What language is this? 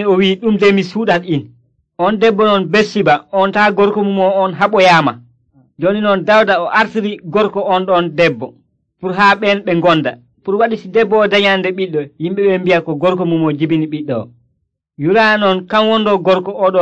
Nigerian Fulfulde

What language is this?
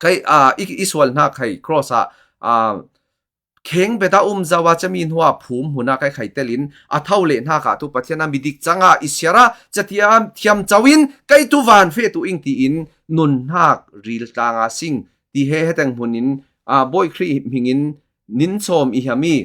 Falam Chin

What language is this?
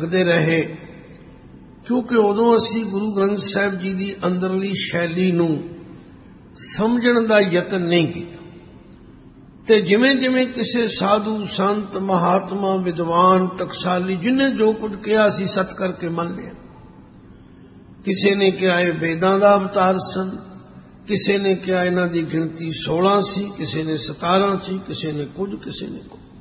Punjabi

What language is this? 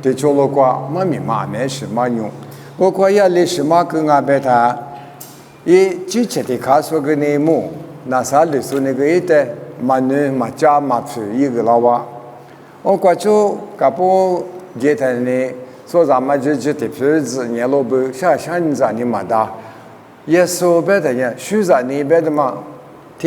Lisu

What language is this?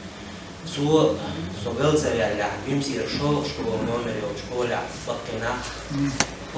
Chechen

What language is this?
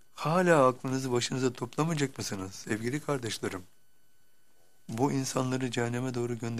Turkish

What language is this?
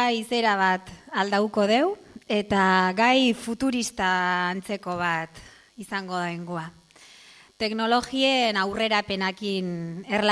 Basque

